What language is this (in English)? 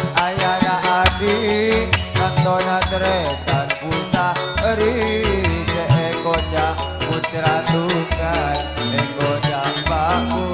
Madurese